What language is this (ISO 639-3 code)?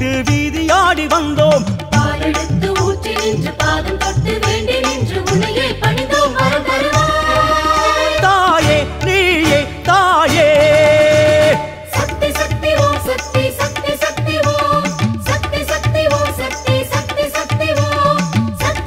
tam